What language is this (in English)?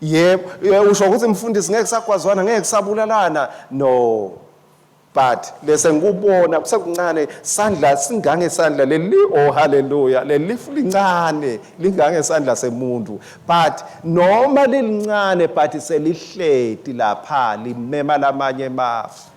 Swati